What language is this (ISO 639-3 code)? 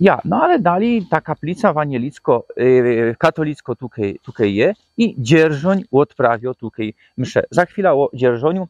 szl